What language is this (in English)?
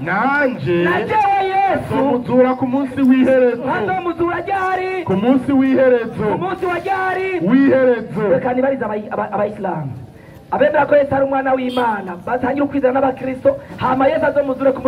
Rundi